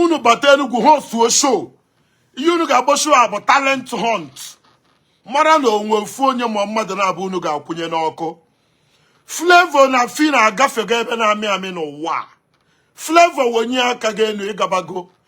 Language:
Igbo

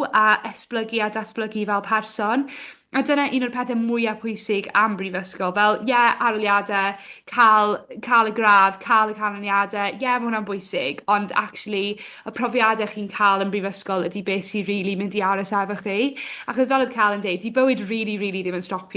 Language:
Welsh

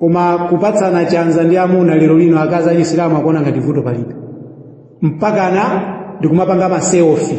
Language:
Nyanja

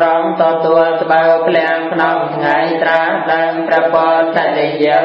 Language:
Khmer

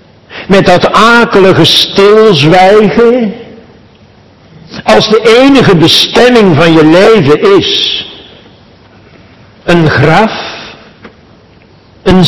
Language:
Dutch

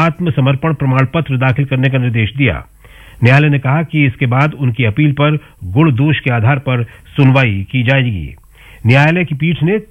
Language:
Hindi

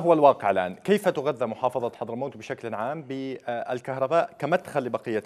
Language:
Arabic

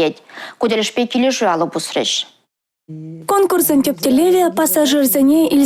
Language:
Chuvash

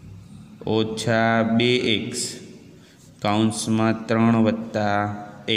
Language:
Gujarati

